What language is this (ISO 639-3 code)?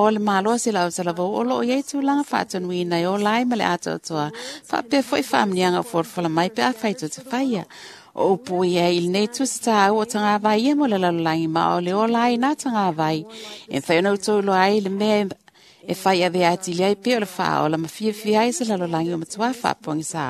smo